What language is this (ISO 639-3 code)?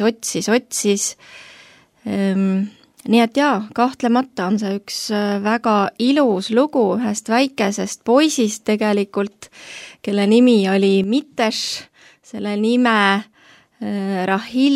est